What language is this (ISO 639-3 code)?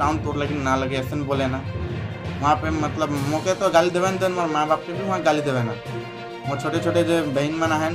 sck